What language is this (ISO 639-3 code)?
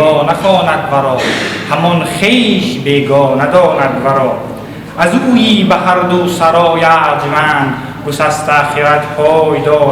tgk